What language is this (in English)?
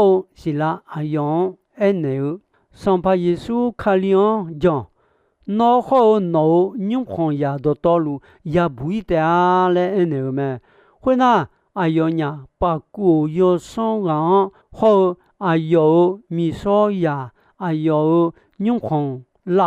Akha